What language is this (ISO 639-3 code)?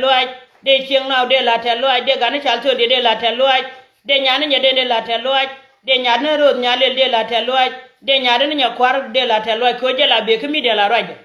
nus